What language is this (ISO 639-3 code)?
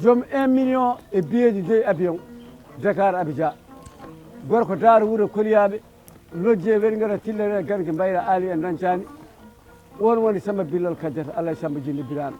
ful